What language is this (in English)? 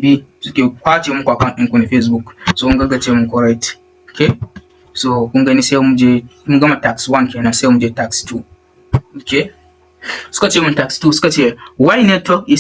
Hausa